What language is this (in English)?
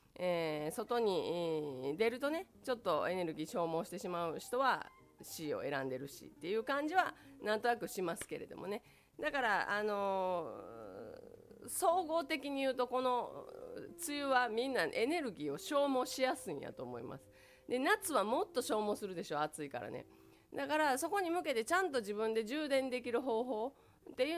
Japanese